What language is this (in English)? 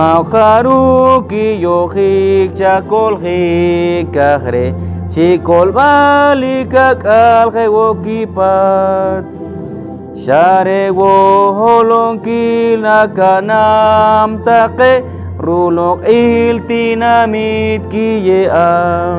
Poqomchi'